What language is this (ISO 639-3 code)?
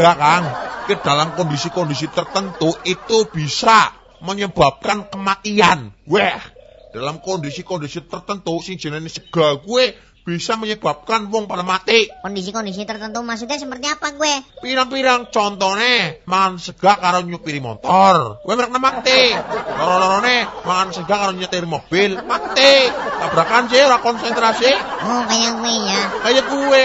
jav